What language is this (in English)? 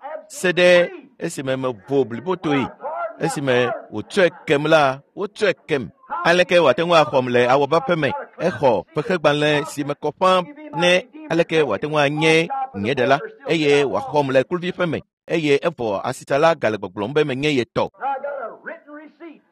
Ewe